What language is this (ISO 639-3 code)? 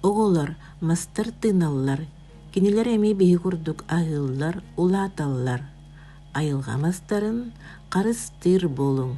sah